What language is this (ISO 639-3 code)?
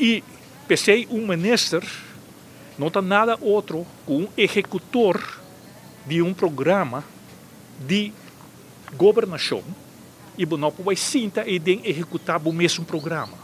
pap